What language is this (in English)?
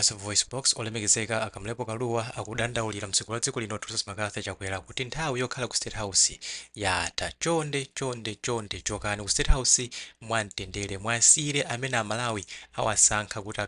Nyanja